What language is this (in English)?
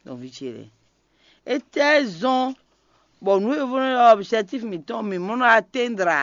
Fon